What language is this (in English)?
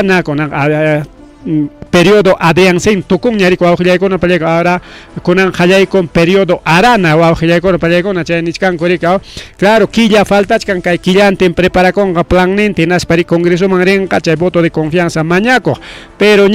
Ayacucho Quechua